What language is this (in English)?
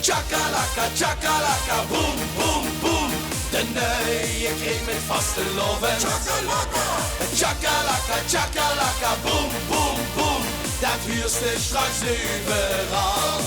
Limburgish